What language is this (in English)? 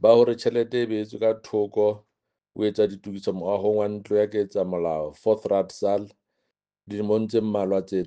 Southern Sotho